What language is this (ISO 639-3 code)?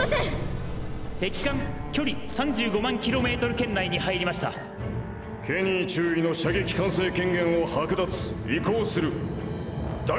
jpn